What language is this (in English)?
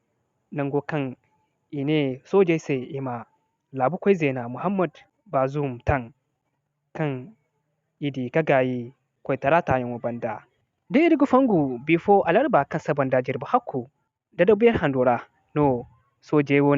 Zarma